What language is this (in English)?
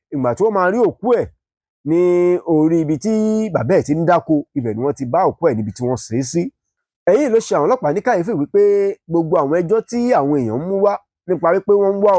Yoruba